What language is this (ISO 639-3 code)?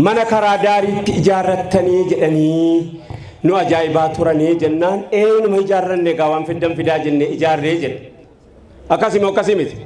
orm